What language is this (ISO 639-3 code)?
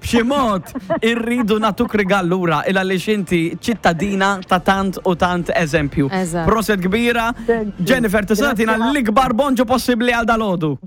mlt